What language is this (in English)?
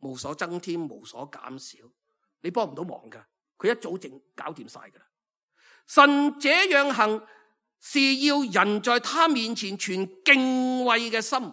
Cantonese